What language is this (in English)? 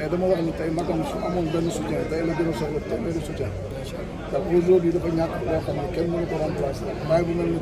Wolof